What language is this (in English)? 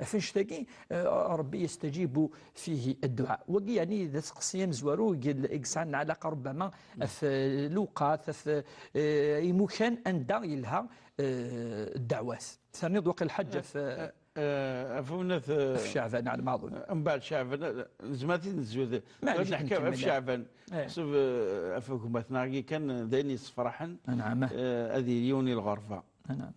Kabyle